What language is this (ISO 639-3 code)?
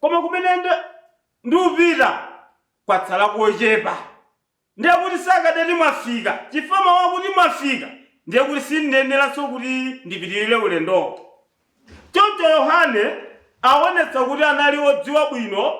nya